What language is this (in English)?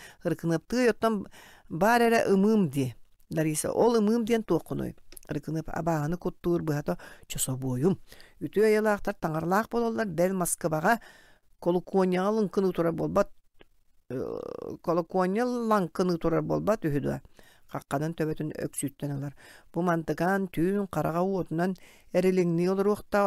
Yakut